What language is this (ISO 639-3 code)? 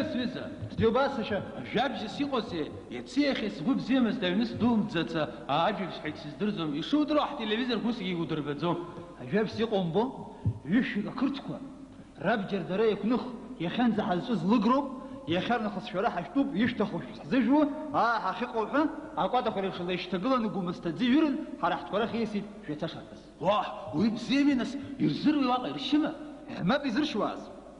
abk